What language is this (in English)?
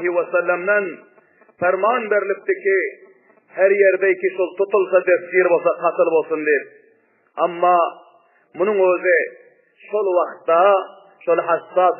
Turkmen